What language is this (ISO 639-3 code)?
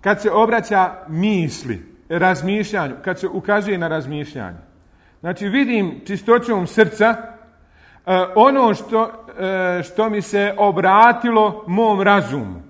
bos